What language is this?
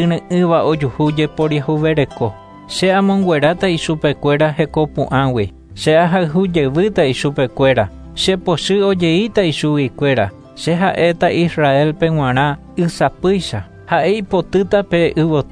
Guarani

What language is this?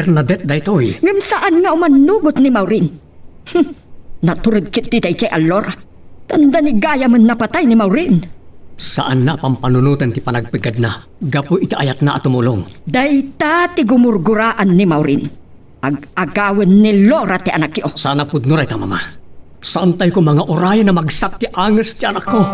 Iloko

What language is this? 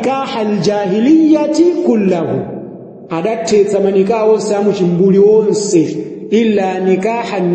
Nyanja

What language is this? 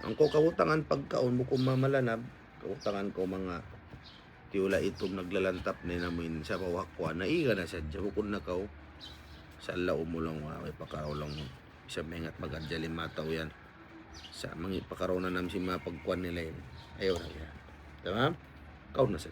Tausug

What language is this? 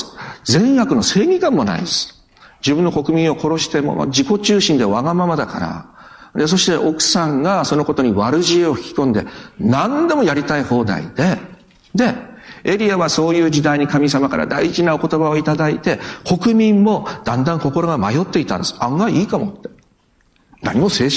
Japanese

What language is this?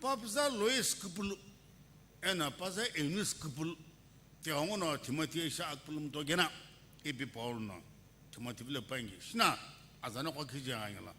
Sumi Naga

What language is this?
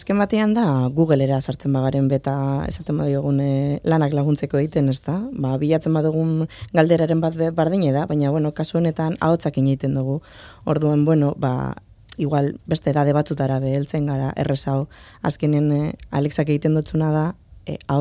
Basque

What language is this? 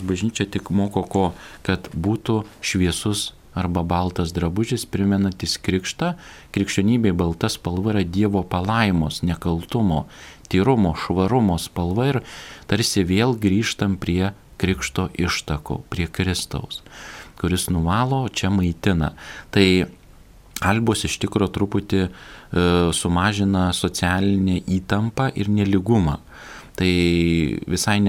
Lithuanian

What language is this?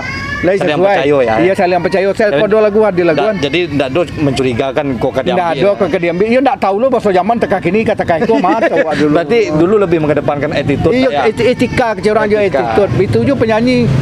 Minangkabau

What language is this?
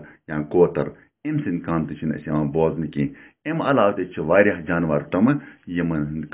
Kashmiri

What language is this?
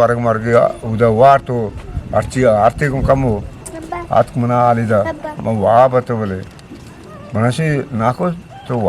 Eastern Balochi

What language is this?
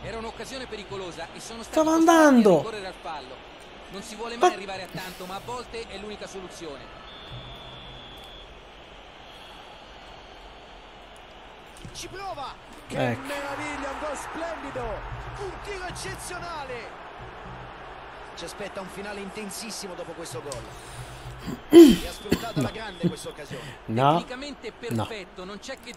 Italian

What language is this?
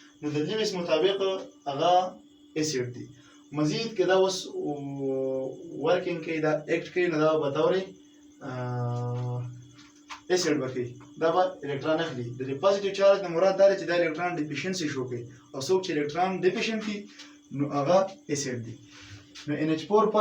Pashto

